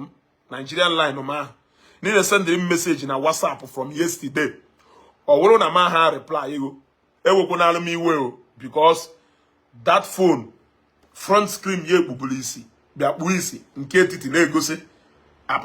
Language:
Igbo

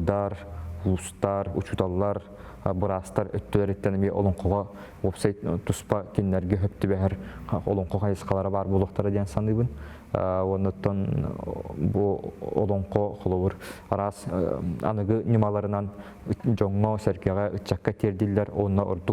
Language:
Yakut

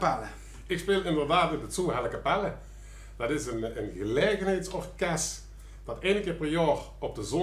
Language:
Limburgish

